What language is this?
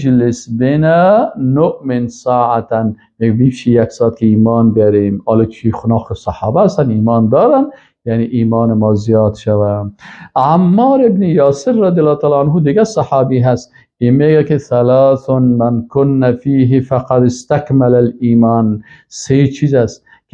Persian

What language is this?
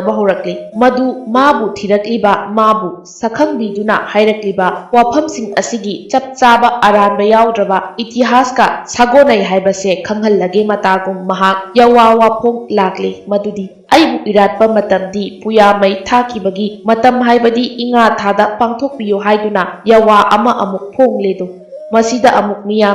Manipuri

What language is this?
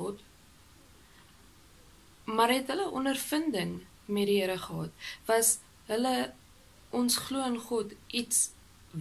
Afrikaans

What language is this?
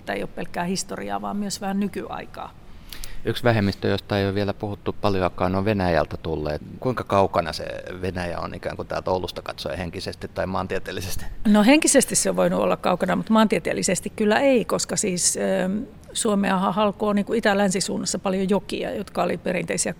Finnish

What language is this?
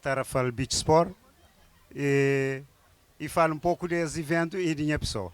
Kabuverdianu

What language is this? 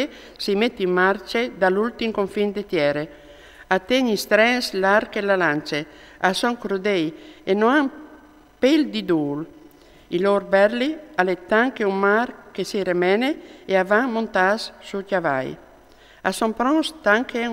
Friulian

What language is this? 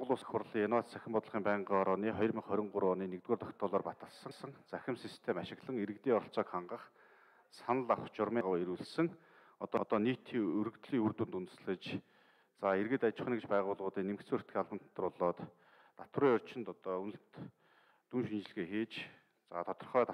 Mongolian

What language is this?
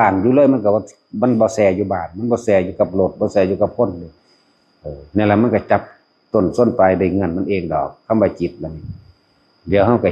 Northeastern Thai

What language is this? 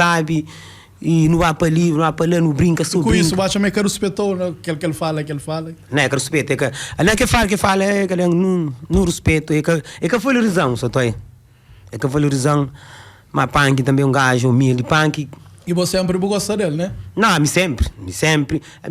Kabuverdianu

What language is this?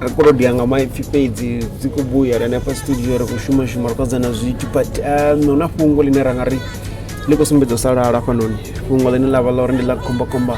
Venda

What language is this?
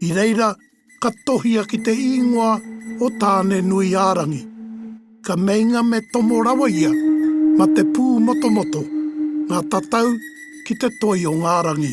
Māori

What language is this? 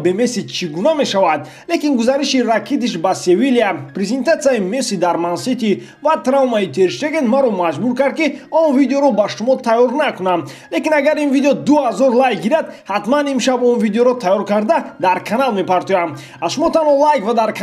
Tajik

